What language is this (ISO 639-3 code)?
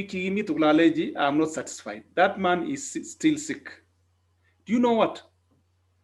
kln